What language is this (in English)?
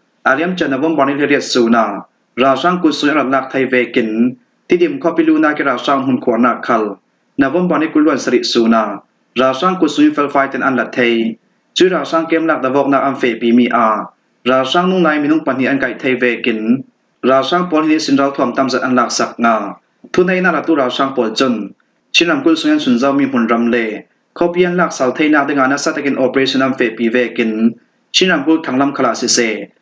Falam Chin